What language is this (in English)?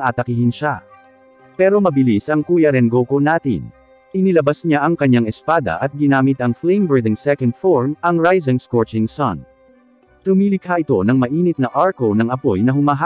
Filipino